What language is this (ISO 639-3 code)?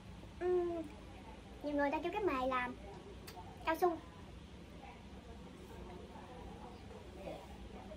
vie